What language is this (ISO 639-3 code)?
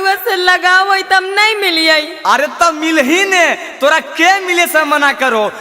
mag